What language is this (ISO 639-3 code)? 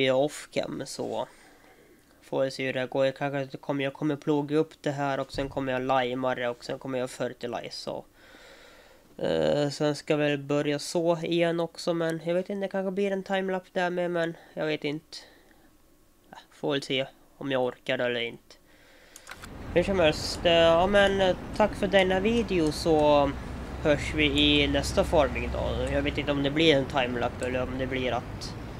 swe